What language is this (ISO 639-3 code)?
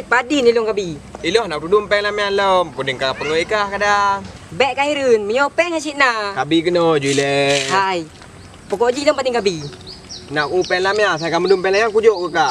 ace